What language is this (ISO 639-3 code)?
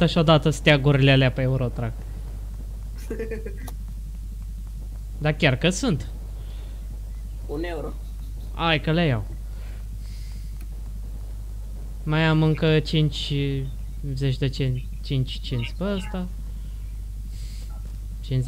ron